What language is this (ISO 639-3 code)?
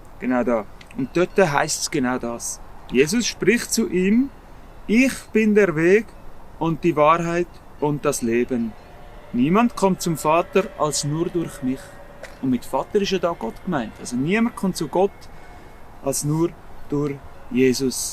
gsw